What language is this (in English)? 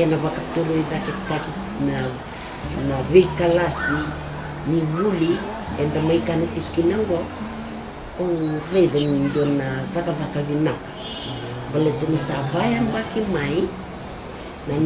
Fijian